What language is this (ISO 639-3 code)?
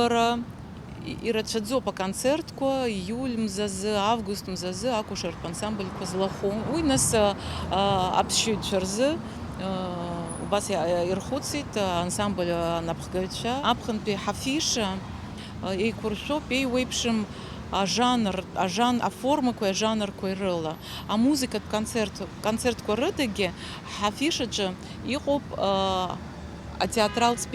abk